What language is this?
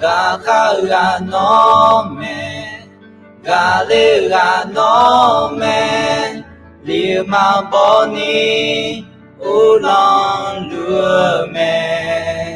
Akha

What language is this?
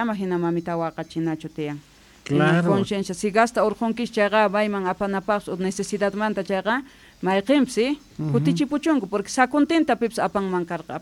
South Bolivian Quechua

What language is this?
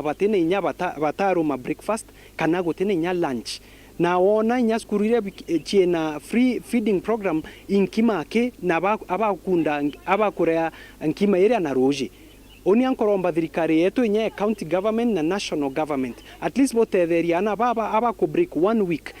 Meru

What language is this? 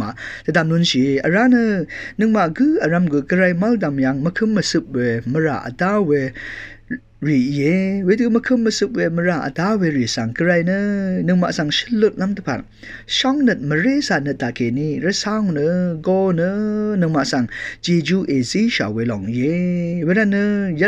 Rawang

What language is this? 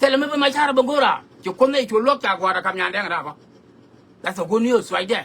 Nuer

